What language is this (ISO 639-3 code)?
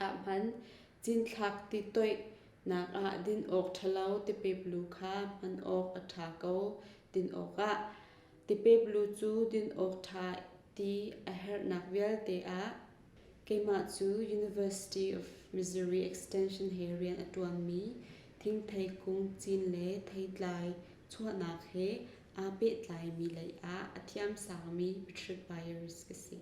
cnh